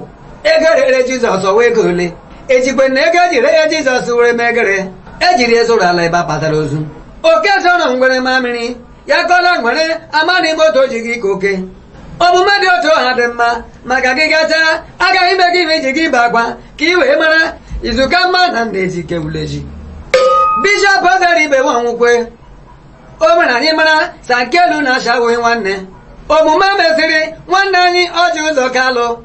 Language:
Igbo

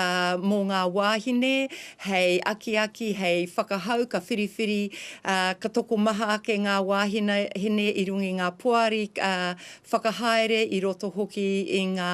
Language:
Māori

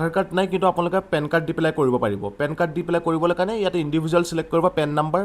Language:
Assamese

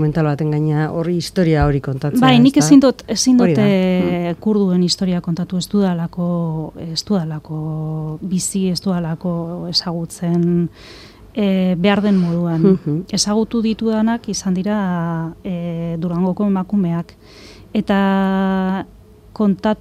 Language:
Basque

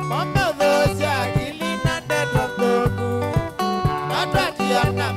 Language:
Kamba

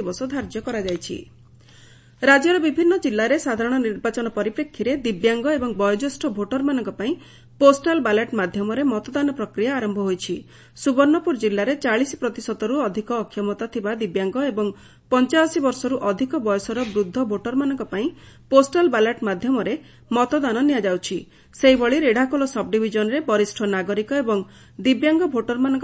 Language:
Odia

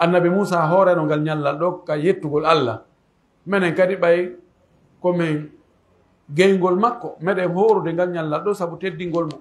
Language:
Pular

